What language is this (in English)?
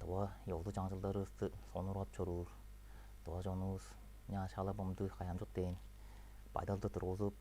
Tuvinian